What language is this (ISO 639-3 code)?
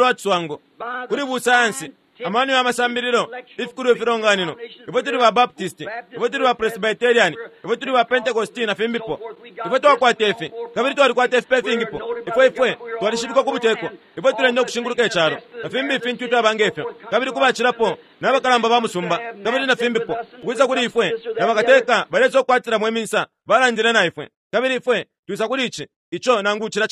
bem